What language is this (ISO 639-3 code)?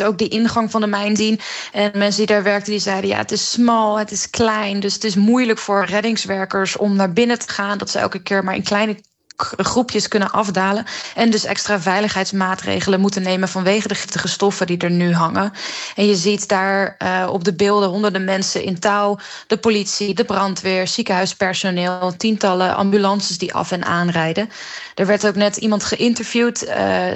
nld